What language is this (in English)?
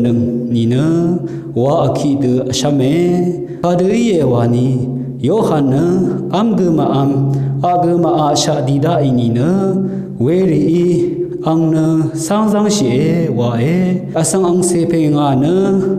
Rawang